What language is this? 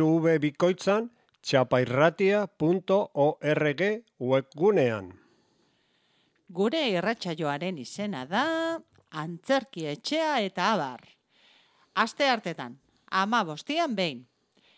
Basque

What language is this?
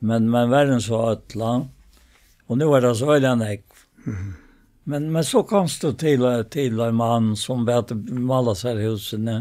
Faroese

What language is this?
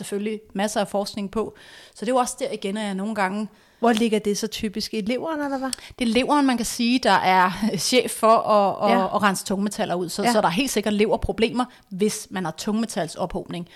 Danish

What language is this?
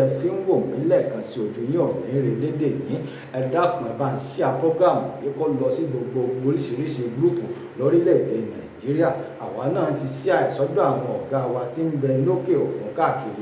Yoruba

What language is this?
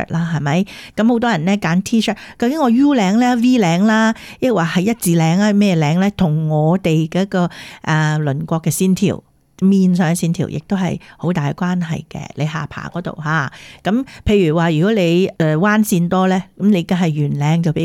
Cantonese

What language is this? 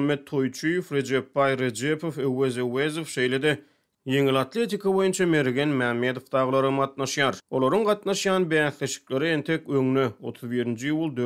Turkmen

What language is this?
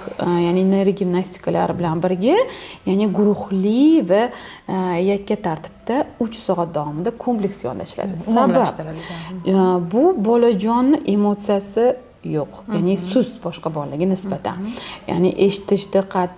Uzbek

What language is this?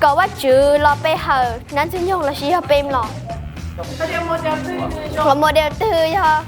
Hmong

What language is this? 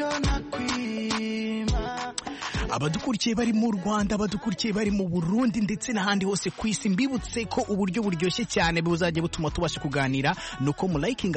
Kinyarwanda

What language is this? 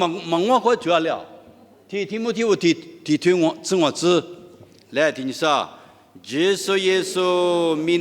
Lisu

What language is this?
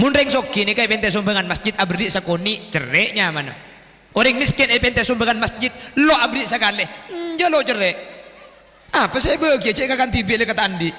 Madurese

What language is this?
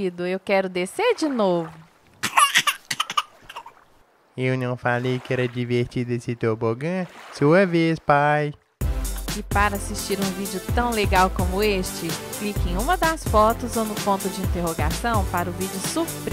Portuguese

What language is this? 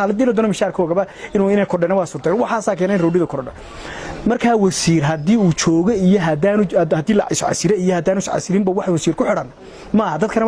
Somali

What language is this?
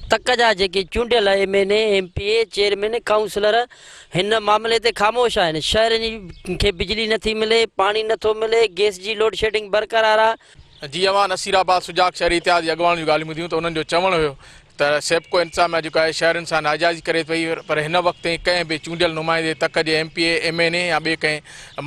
Sindhi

